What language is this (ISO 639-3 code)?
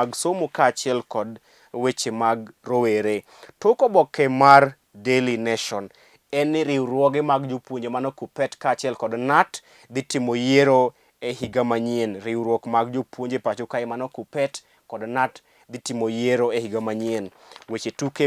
luo